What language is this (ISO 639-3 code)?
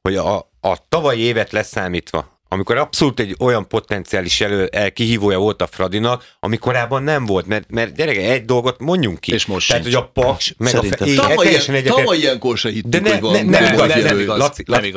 hun